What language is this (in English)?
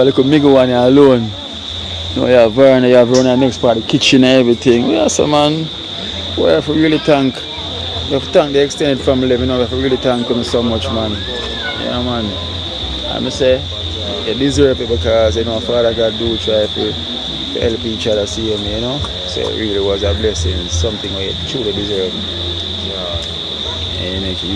Jamaican Creole English